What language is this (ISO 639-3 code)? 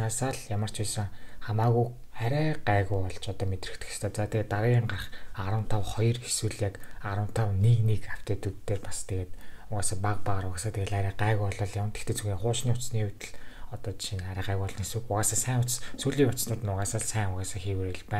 mon